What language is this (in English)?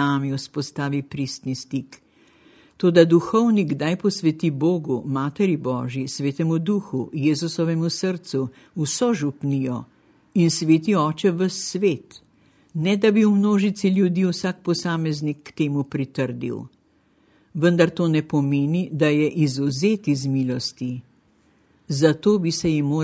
Slovenian